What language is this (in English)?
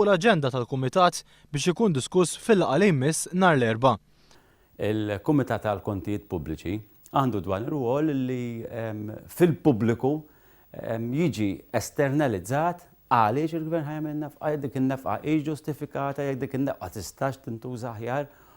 Maltese